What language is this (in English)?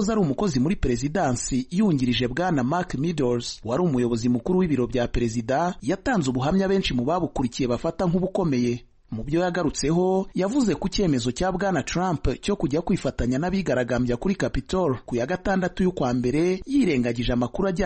Kinyarwanda